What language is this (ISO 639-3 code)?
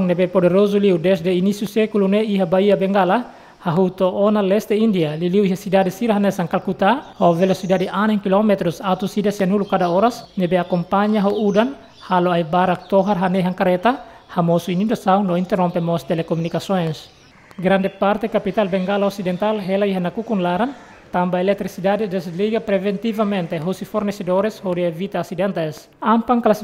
tet